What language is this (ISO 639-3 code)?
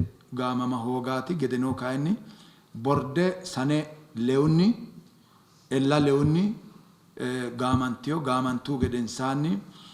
sid